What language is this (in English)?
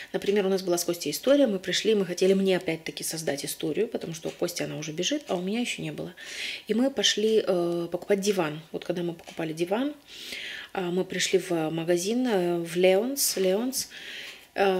Russian